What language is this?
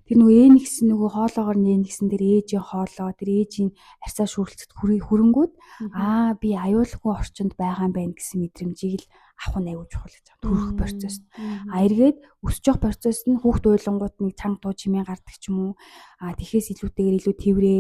Mongolian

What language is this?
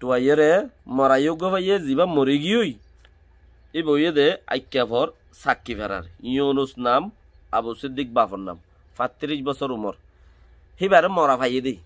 Rohingya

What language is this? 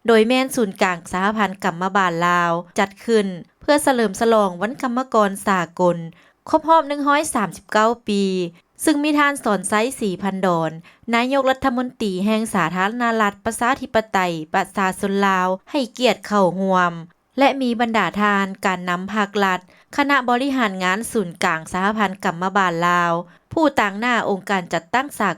Lao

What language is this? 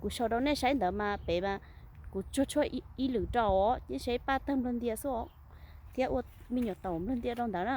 Hmong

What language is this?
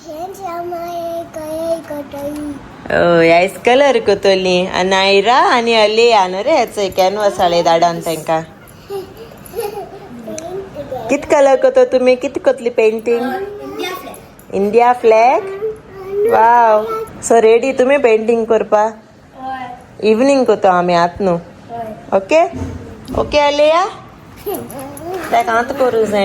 Konkani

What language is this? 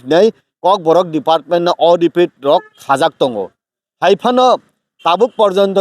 Kok Borok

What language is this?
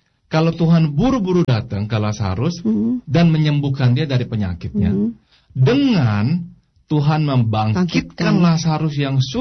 Indonesian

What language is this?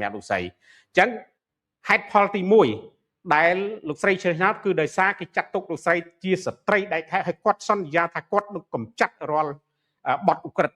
Khmer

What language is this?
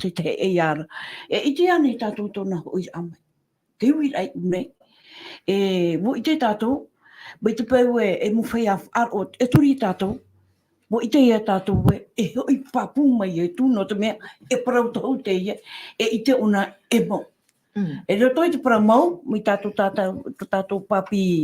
Tahitian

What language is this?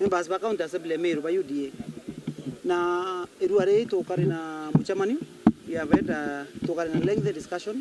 Meru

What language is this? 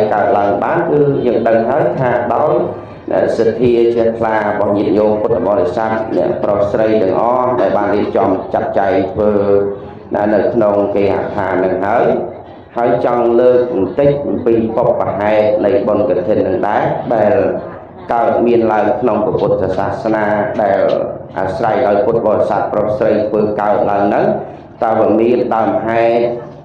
Khmer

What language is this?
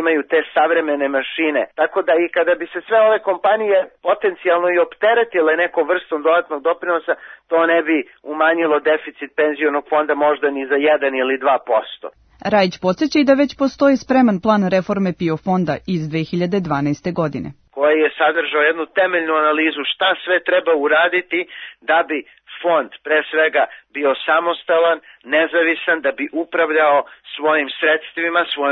Serbian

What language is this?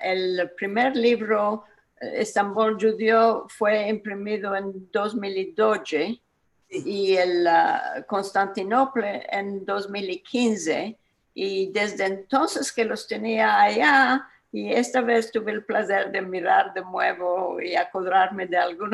Ladino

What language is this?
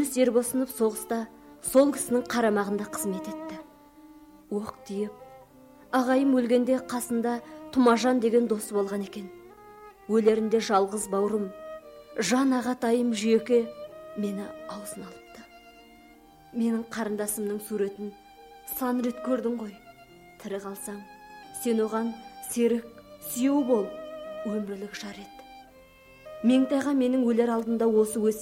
Kazakh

